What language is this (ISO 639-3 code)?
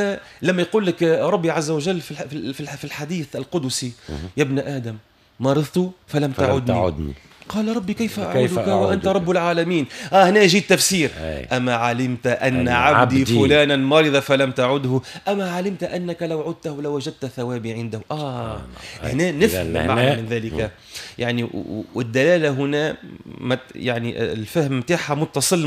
aeb